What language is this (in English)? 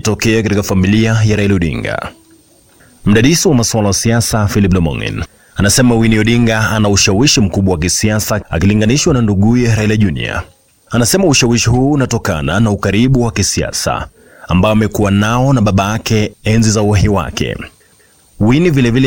Swahili